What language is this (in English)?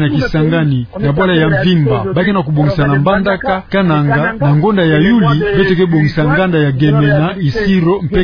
Kituba (Democratic Republic of Congo)